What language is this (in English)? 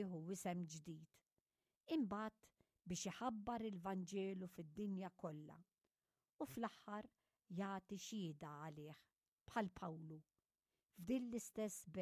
Maltese